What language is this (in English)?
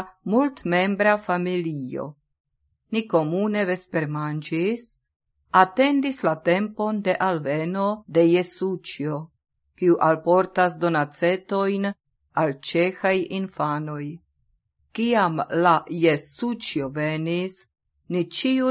Esperanto